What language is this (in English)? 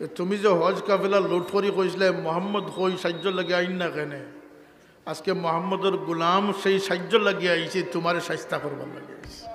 Sylheti